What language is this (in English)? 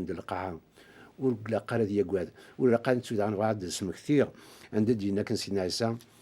Kabyle